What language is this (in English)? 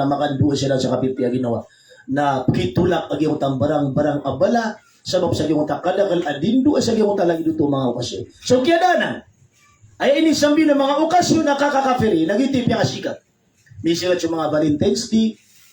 Maranao